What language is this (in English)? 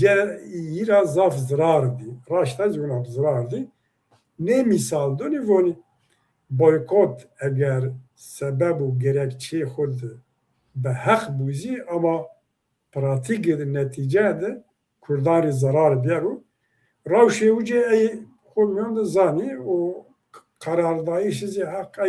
Zaza